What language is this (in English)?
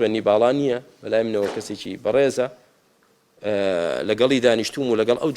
Central Kurdish